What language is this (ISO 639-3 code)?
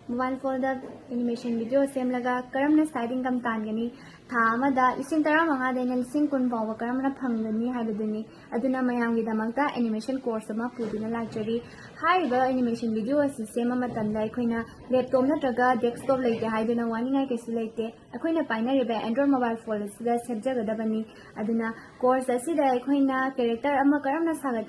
mni